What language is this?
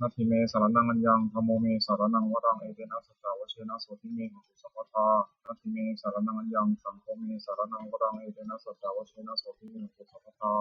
Pali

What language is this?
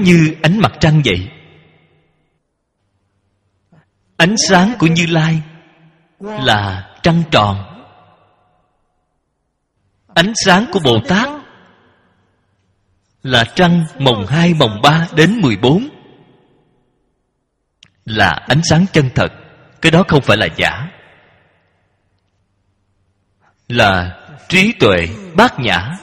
Vietnamese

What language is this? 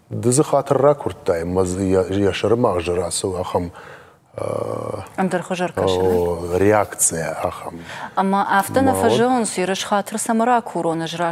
Ossetic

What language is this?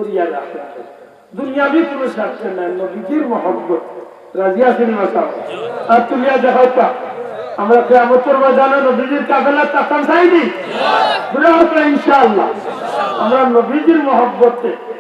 Sylheti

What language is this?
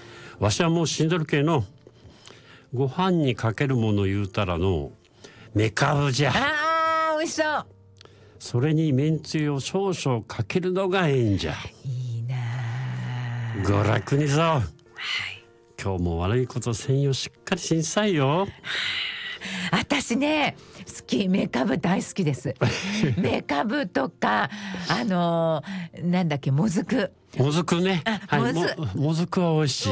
Japanese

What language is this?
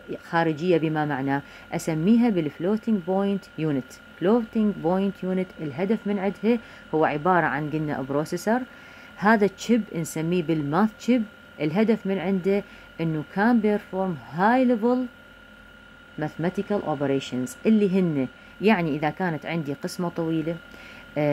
Mesopotamian Arabic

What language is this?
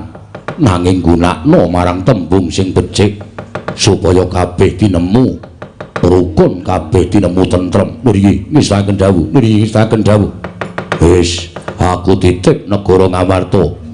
Javanese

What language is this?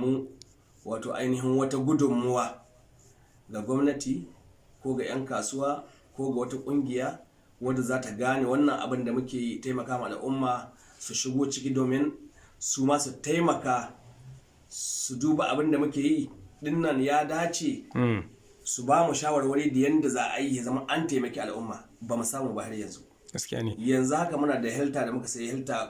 Hausa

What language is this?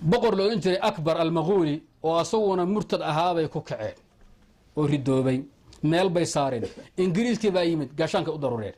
Somali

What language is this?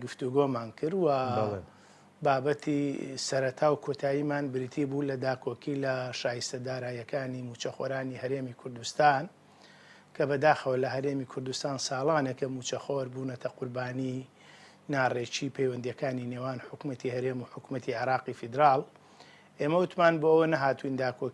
Central Kurdish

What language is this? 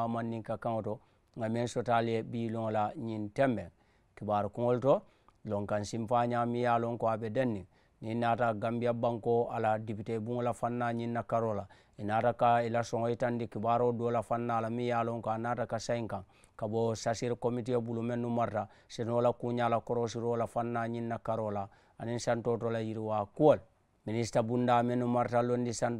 Mandingo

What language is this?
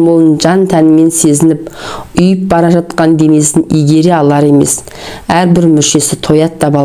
Kazakh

